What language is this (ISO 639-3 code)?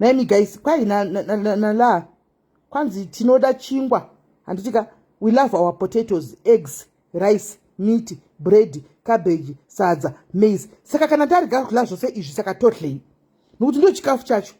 sna